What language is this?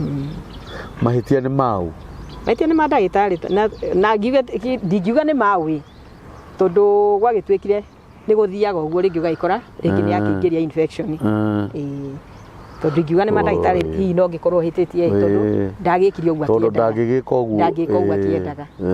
Kikuyu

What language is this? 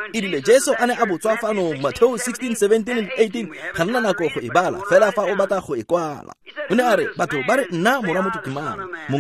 Tswana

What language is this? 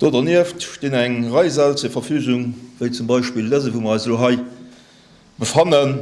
Luxembourgish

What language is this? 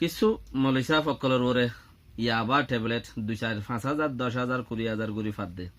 Rohingya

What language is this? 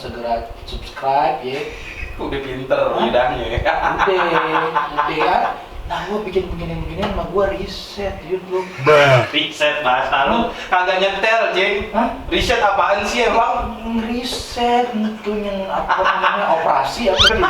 Betawi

